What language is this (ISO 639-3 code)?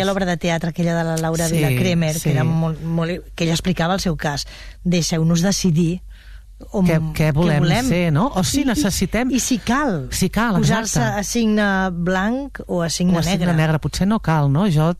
cat